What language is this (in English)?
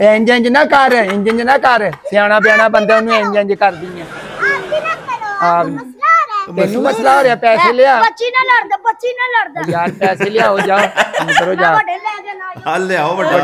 Punjabi